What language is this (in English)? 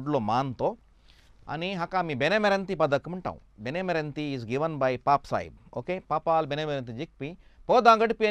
Konkani